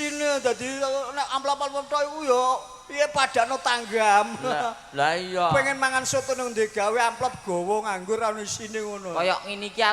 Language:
Javanese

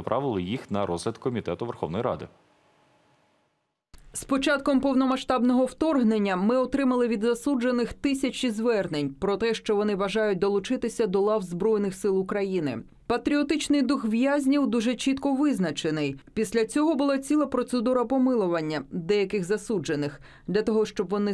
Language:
Ukrainian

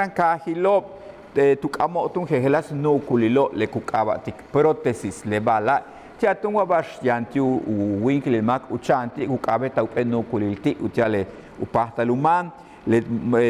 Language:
Yucateco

